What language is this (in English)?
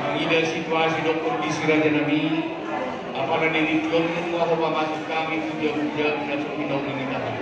Batak Toba